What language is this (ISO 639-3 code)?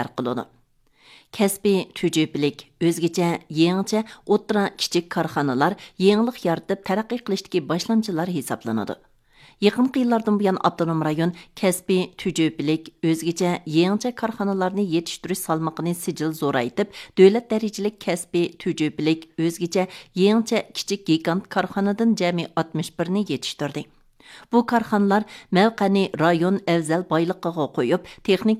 uig